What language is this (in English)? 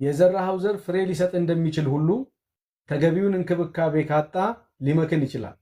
Amharic